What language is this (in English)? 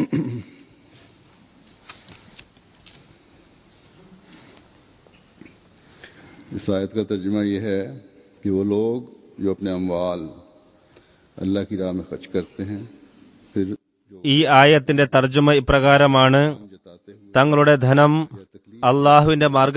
Malayalam